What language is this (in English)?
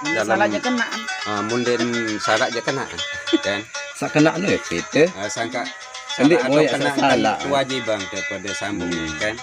Sasak